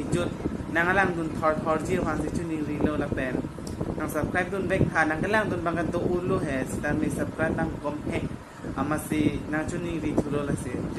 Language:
Karbi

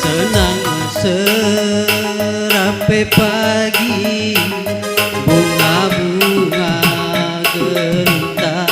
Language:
Batak Karo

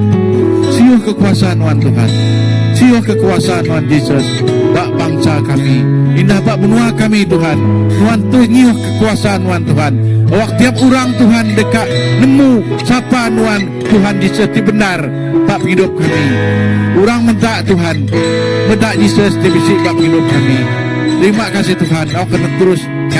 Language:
Iban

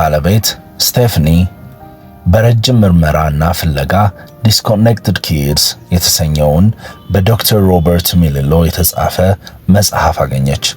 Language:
Amharic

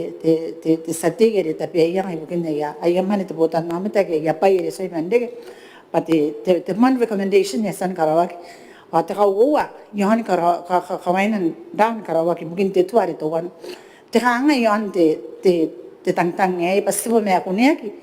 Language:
Gilbertese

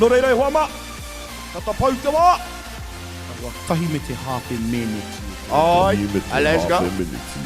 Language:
Māori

